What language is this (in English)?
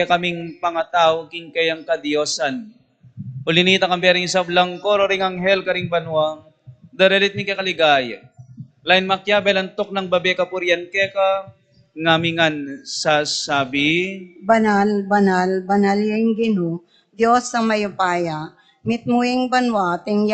Pampanga